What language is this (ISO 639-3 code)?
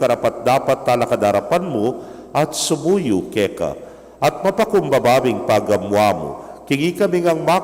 pam